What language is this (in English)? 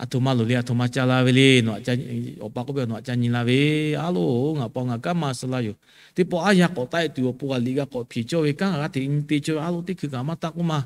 Lahu